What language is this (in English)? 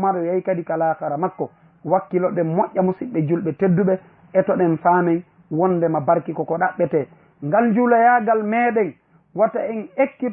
Fula